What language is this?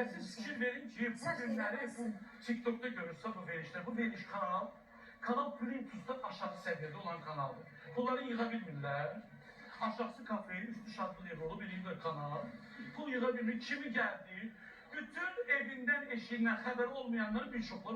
Azerbaijani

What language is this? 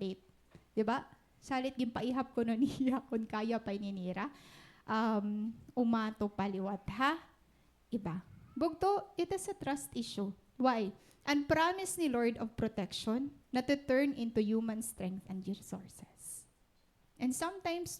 Waray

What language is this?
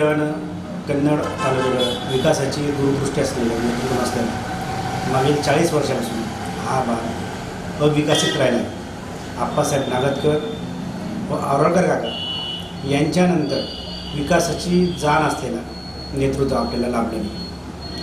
Marathi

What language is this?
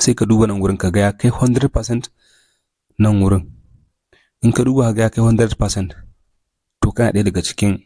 Hausa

